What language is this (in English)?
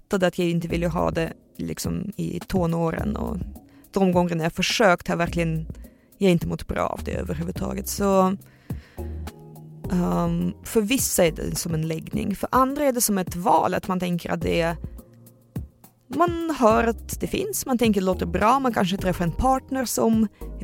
Swedish